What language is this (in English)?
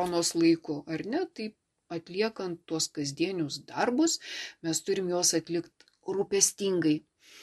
Lithuanian